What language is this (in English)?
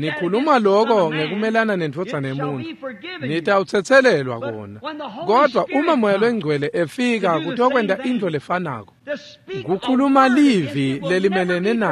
Swati